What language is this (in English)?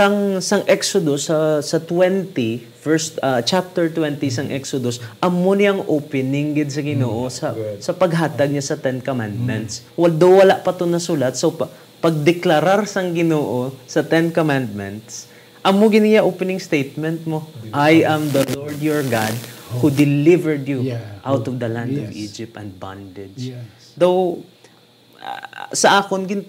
Hiligaynon